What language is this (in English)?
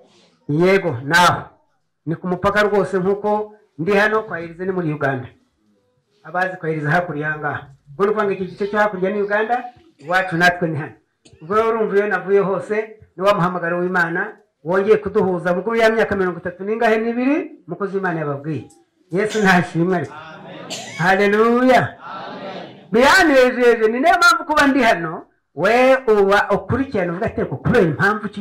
Kinyarwanda